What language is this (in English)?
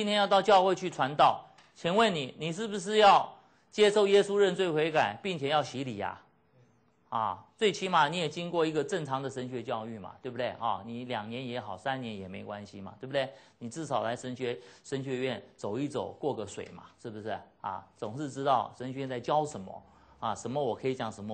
Chinese